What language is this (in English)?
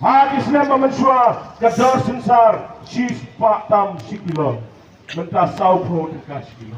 Khasi